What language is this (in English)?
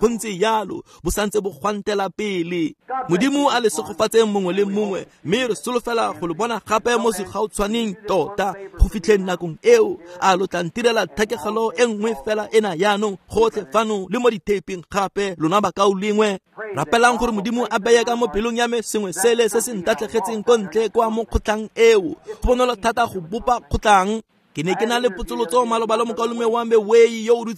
Tswana